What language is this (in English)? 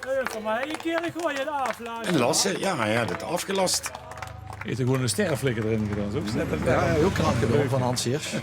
Limburgish